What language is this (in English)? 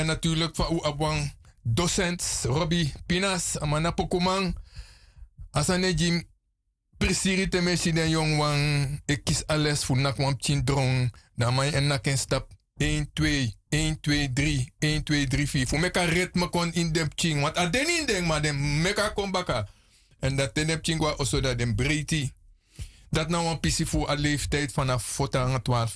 Sranan Tongo